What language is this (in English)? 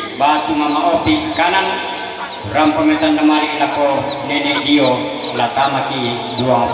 Toraja-Sa'dan